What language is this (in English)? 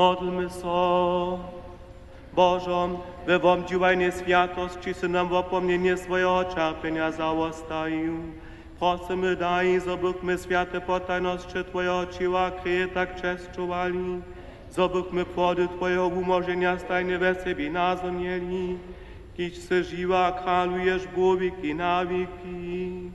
Upper Sorbian